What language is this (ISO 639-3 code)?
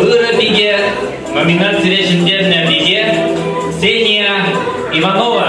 chv